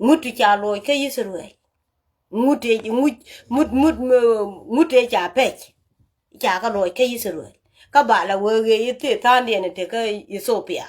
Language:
Nuer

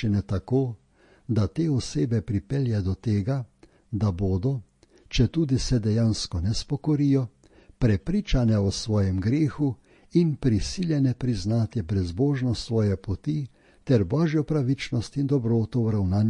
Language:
Slovenian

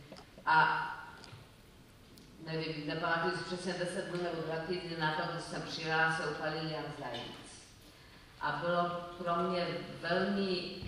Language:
Czech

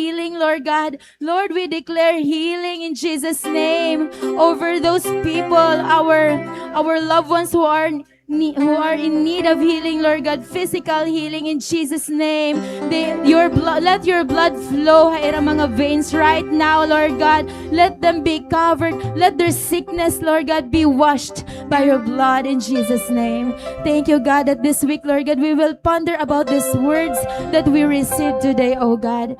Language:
Waray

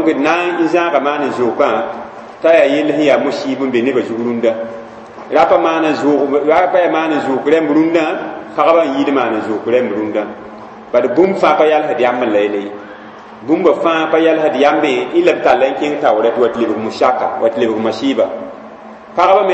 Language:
Mossi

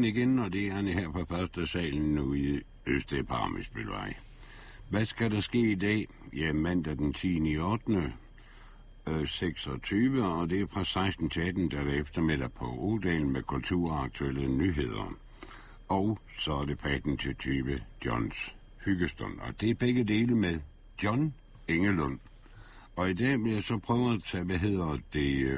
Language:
Danish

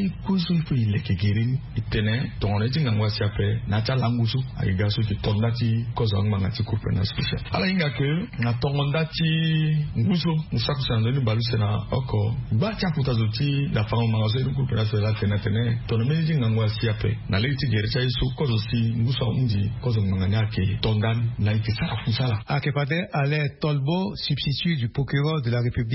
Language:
Sango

